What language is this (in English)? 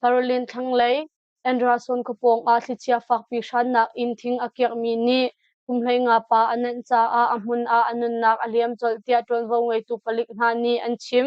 Hakha Chin